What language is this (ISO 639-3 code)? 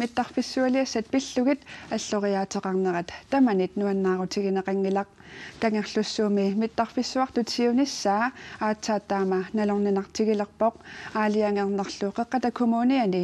kal